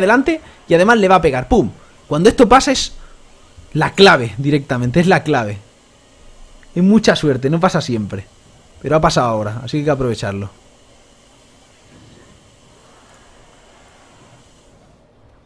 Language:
Spanish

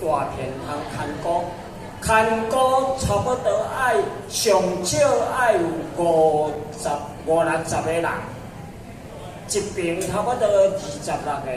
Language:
Min Nan Chinese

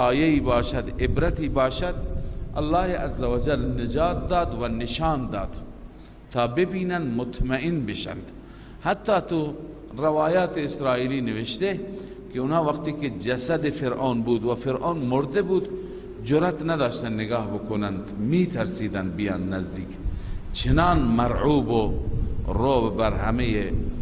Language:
Persian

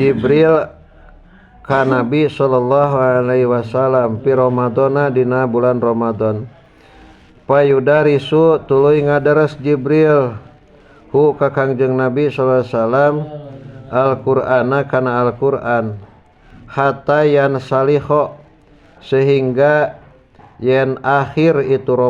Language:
Sundanese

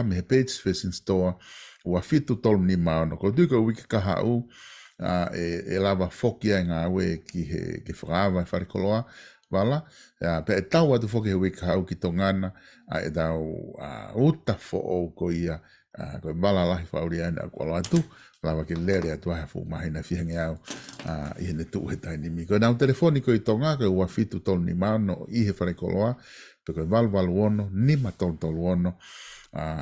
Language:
Tongan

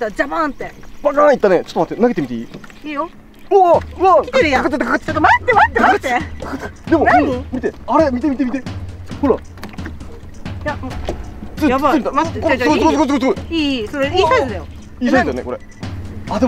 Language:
Japanese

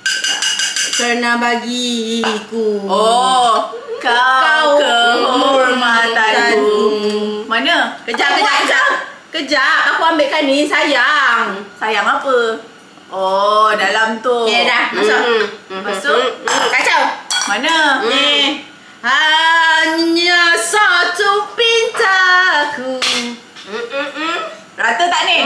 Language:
Malay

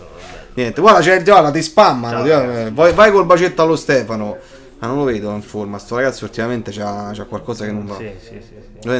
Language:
Italian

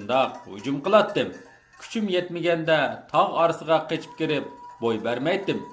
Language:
Uyghur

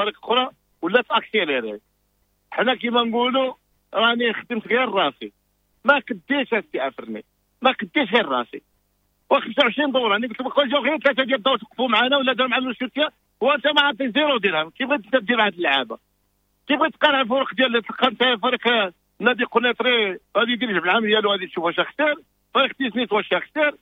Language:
Moroccan Arabic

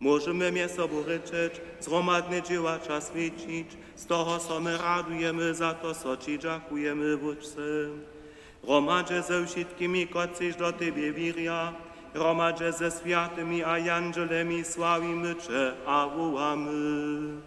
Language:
Upper Sorbian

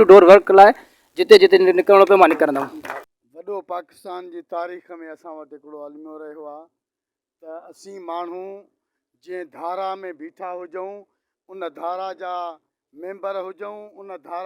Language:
Sindhi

